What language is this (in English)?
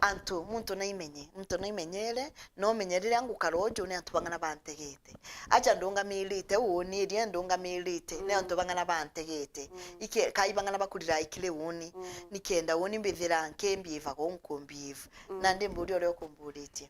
Meru